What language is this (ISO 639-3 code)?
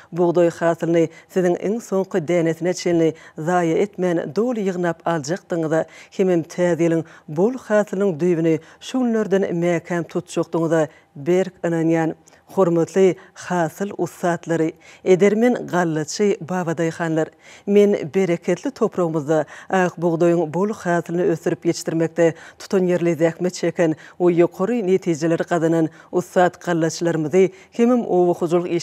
tuk